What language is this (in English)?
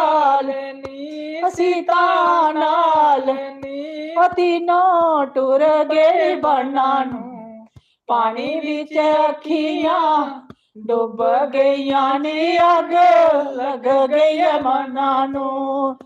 Dogri